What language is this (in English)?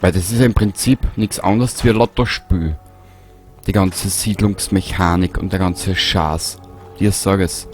Bavarian